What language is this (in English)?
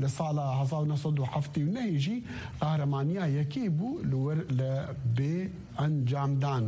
Kurdish